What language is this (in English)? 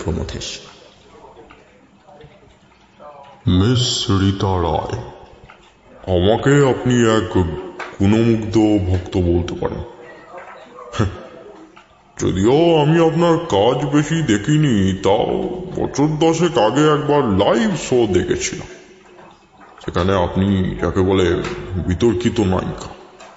Bangla